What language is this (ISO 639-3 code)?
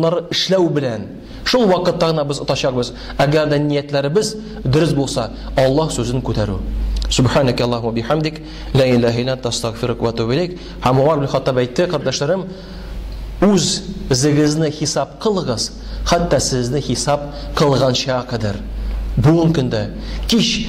tat